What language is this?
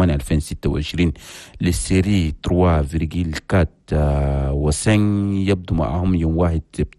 Chadian Arabic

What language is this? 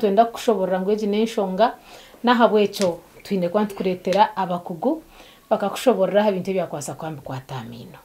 Nyankole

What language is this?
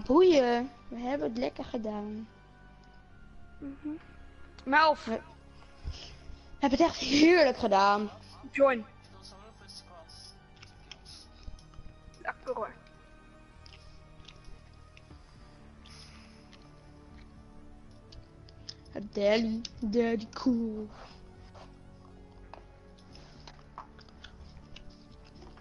Dutch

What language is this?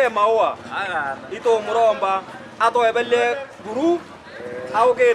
Meru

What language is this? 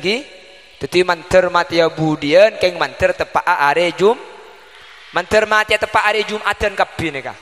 Madurese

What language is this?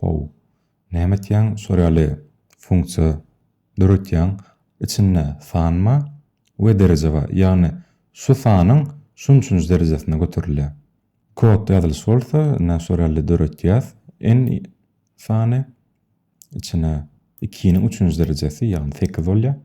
Turkmen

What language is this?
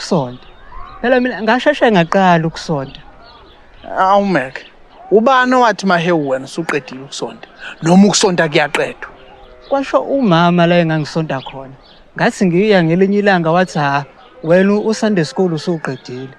Zulu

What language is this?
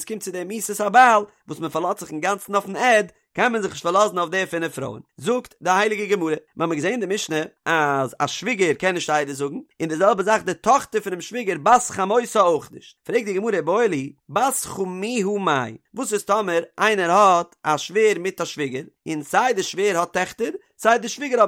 Yiddish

